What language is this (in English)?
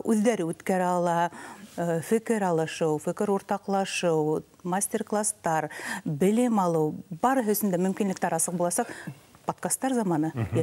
Bashkir